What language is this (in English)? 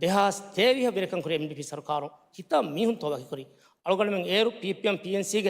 Divehi